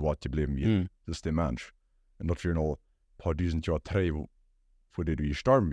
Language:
Plautdietsch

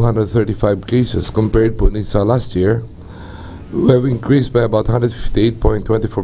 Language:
Bikol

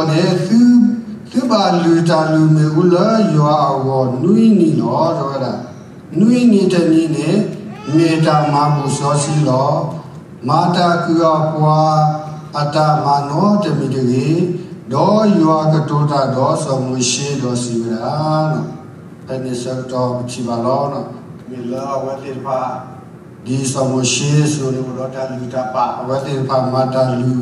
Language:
S'gaw Karen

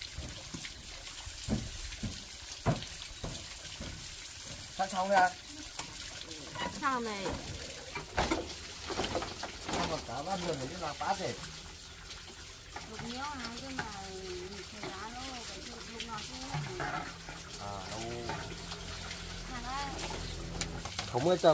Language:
Vietnamese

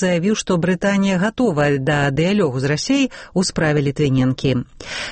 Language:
Belarusian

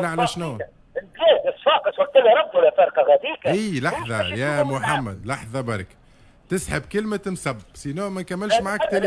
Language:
Tunisian Arabic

